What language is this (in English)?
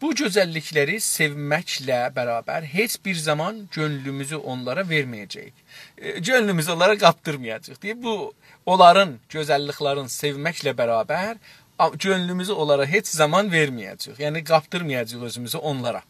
South Azerbaijani